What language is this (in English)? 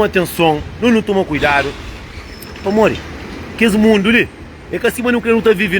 Kabuverdianu